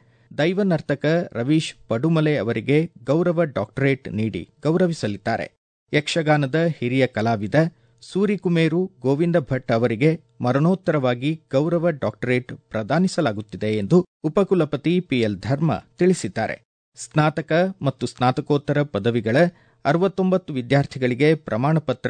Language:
Kannada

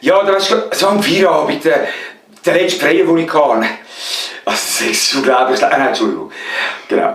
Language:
Swiss German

